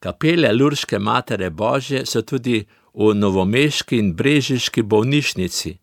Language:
Slovenian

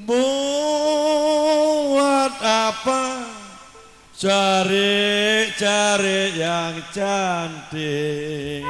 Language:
Betawi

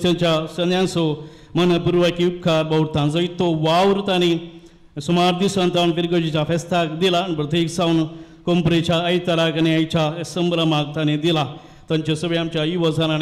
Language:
Konkani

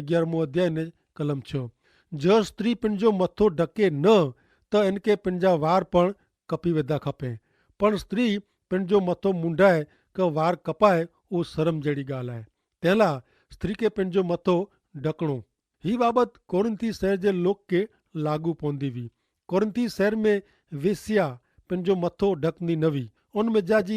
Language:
Kachhi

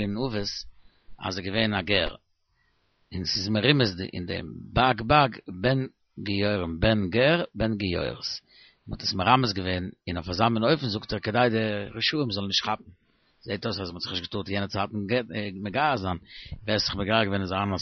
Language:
Yiddish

